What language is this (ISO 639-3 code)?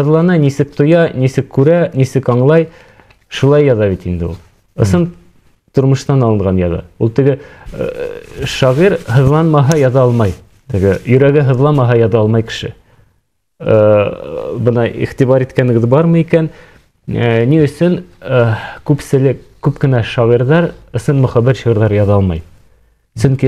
bak